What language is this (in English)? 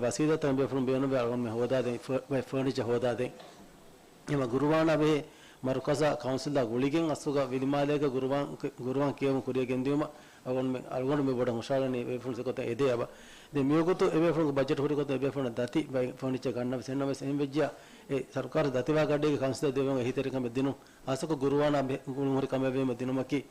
Divehi